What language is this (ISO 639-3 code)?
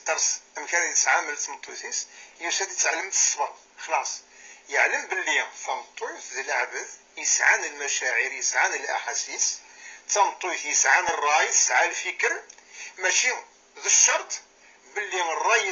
kab